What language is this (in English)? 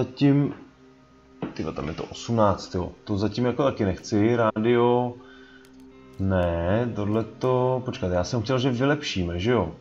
Czech